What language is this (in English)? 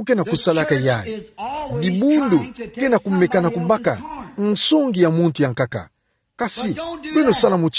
Kituba (Democratic Republic of Congo)